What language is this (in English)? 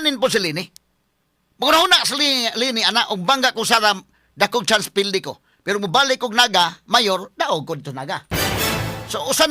Cebuano